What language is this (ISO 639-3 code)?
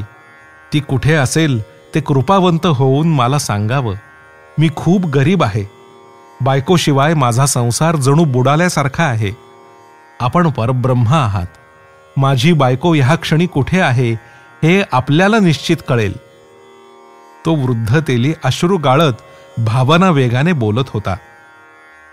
mar